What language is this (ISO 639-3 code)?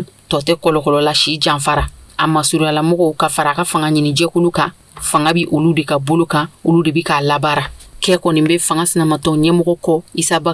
bam